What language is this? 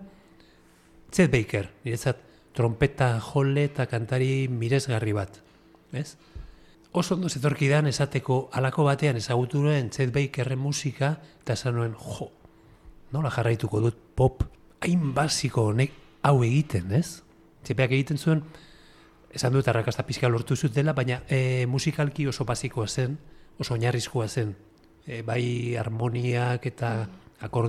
Basque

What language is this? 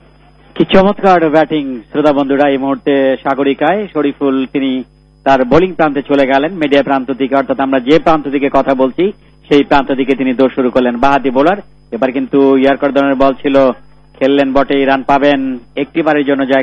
Bangla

